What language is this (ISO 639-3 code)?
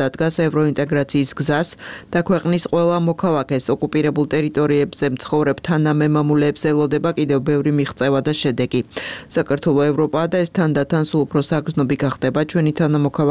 kat